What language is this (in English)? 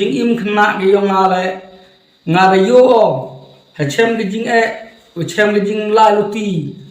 Khasi